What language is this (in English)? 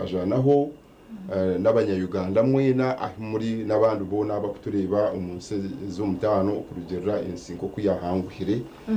Nyankole